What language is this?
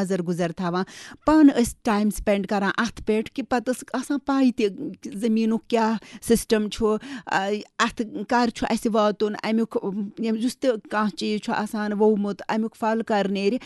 Kashmiri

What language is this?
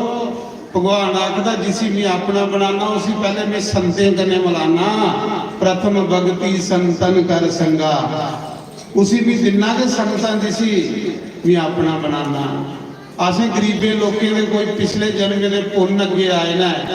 Dogri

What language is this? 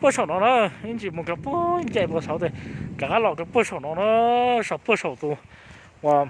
Hmong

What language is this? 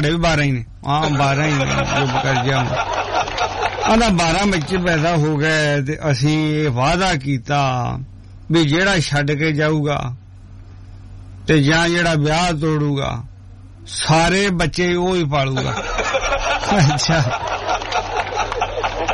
Punjabi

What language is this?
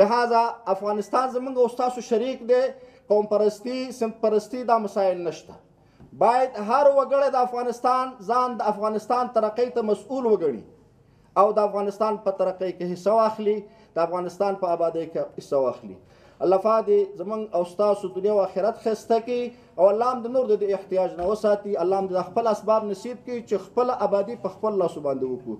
Pashto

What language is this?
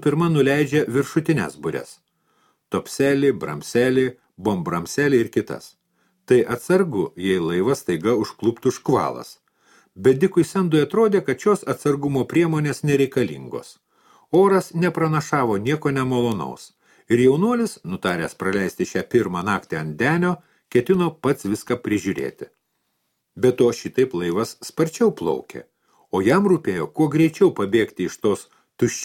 Lithuanian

